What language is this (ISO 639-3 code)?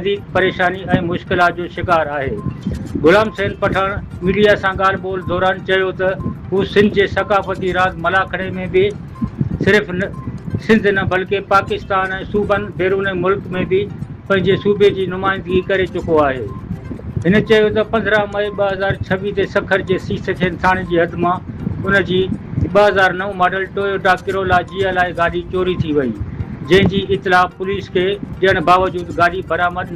snd